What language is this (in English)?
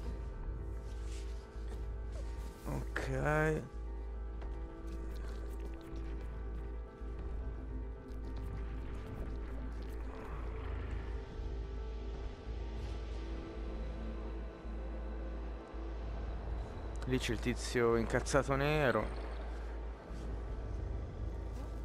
Italian